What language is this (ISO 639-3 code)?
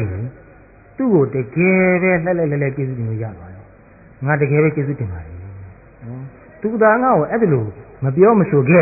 mya